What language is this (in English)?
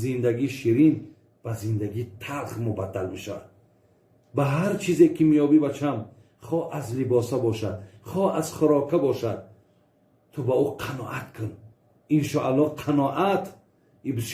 Tajik